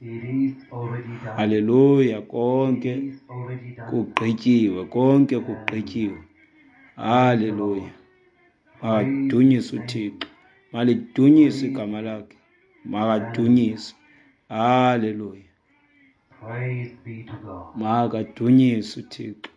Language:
Xhosa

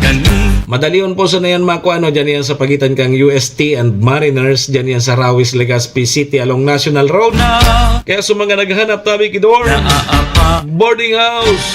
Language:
Bikol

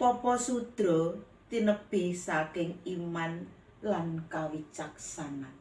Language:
Javanese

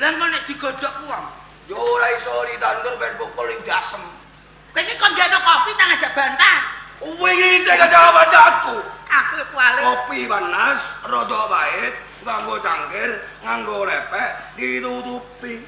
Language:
Javanese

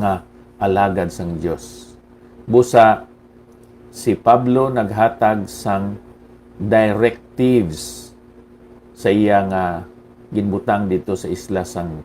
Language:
Hiligaynon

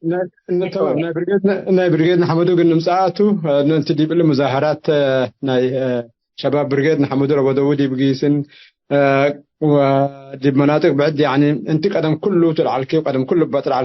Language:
Tigre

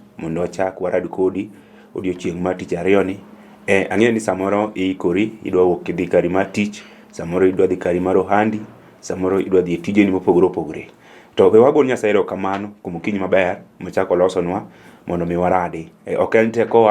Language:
Luo (Kenya and Tanzania)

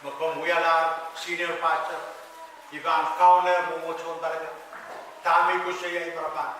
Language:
Pohnpeian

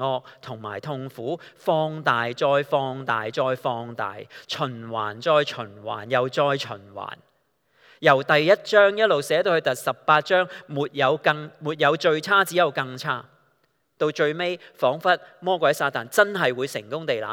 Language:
Cantonese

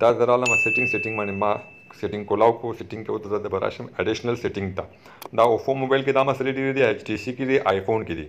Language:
Pashto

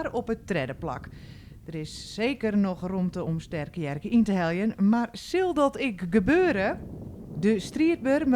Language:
Western Frisian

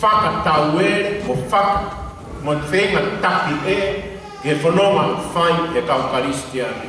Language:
Tongan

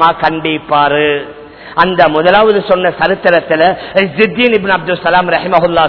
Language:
Tamil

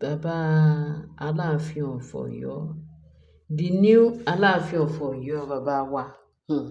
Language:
Yoruba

